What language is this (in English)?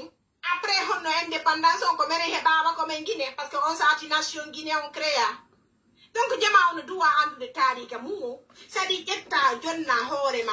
Pular